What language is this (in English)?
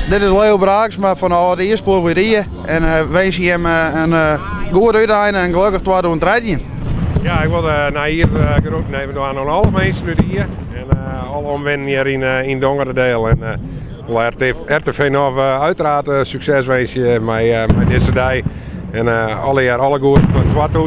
Western Frisian